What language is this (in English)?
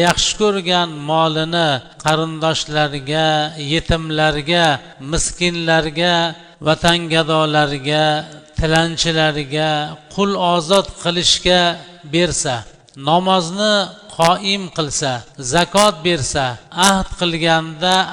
Uzbek